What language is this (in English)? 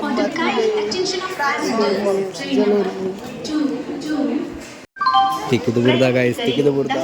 Tulu